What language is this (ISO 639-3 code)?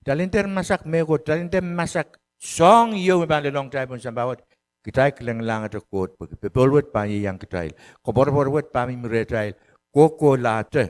pon